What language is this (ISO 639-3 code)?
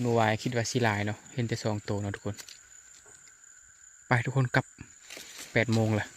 lao